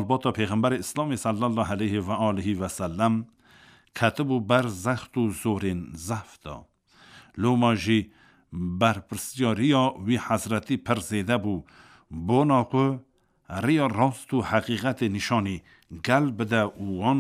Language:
Kurdish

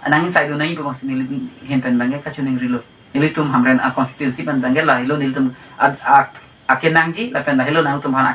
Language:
Karbi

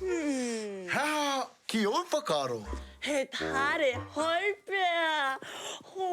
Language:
Māori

